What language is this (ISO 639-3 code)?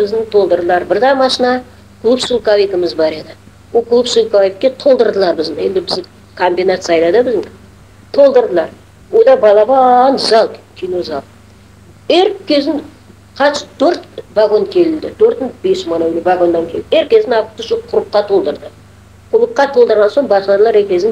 crh